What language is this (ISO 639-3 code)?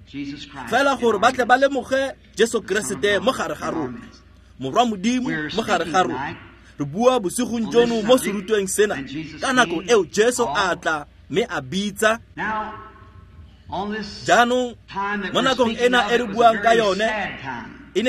tsn